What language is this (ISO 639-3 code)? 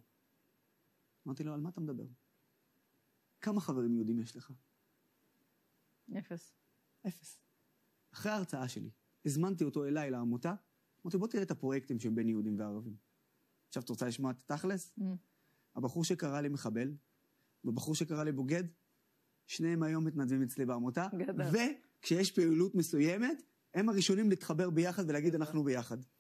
heb